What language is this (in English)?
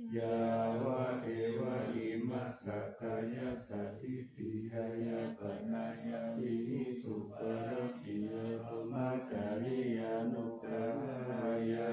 Pali